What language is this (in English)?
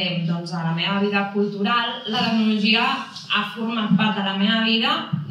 Catalan